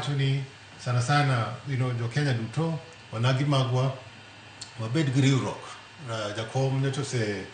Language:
Luo (Kenya and Tanzania)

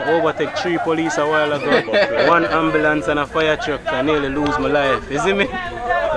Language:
Jamaican Creole English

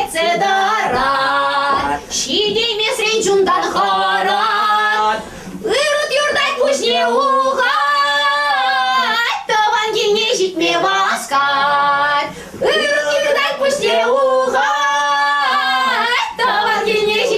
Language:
Chuvash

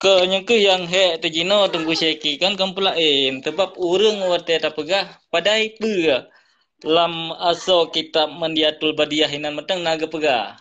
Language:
Achinese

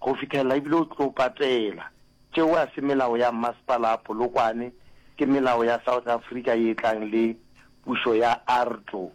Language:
Northern Sotho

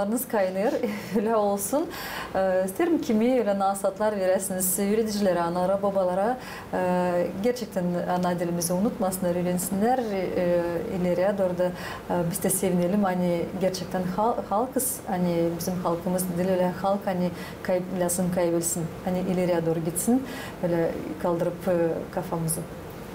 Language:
Gagauz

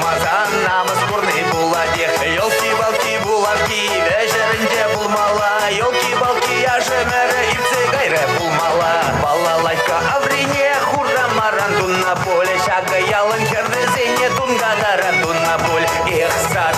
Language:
Chuvash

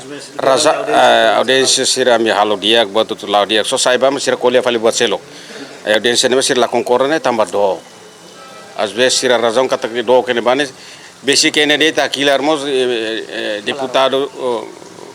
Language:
Tetum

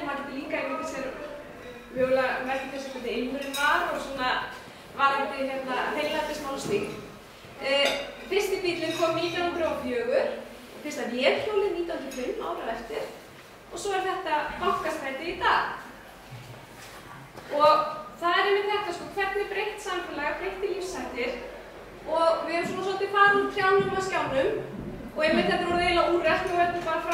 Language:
Icelandic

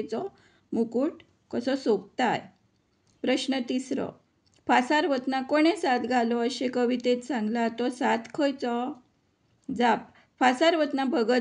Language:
Konkani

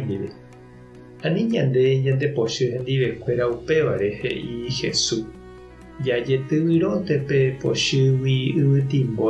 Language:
Guarani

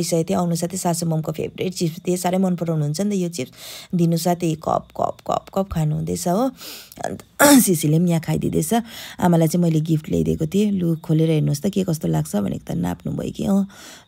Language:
Nepali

